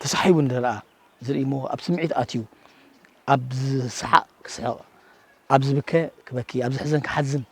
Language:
Tigrinya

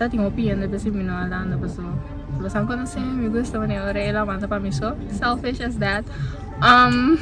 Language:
Papiamento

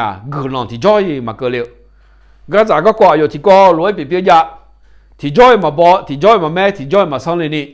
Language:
Akha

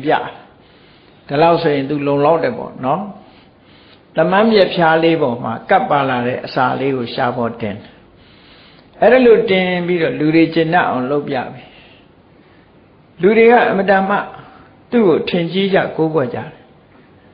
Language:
Burmese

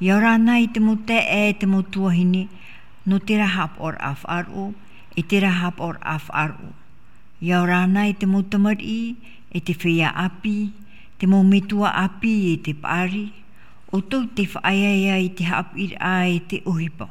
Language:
Tahitian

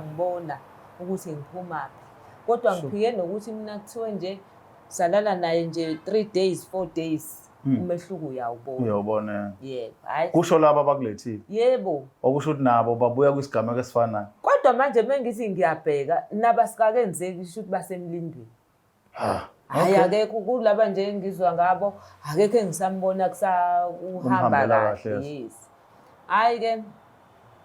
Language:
Zulu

